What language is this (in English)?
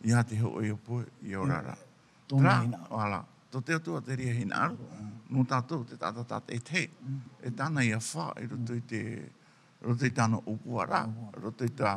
Tahitian